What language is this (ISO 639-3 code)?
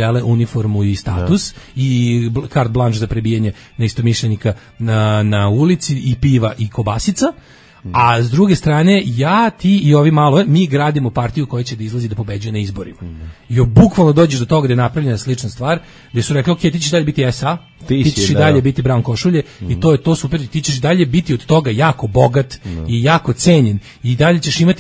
srp